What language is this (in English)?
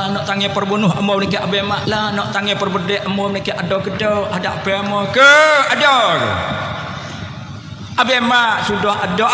Pattani Malay